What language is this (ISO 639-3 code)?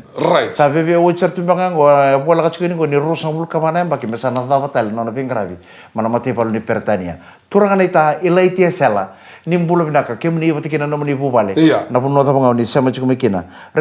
fij